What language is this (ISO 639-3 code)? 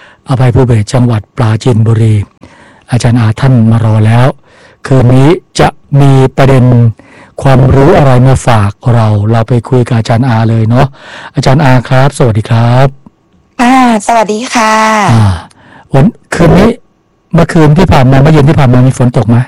tha